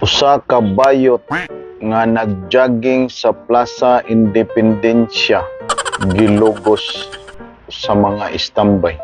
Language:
Cebuano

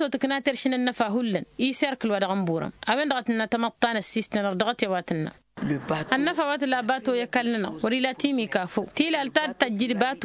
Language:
Tamasheq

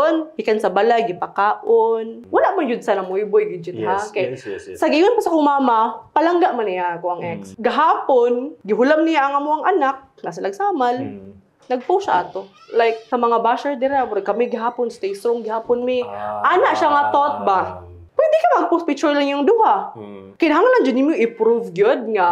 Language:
Cebuano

